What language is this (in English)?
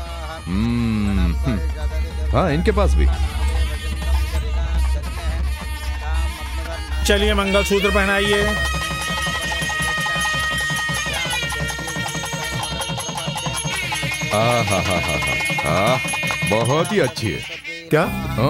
Hindi